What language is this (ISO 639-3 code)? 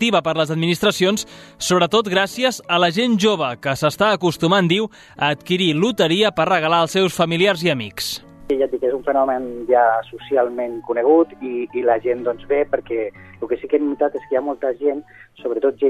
cat